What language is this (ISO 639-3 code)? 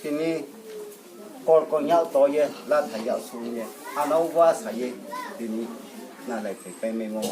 ria